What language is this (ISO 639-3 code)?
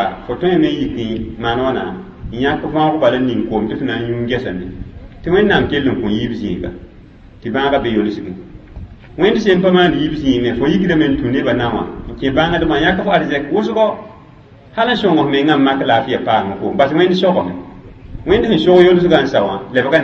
mos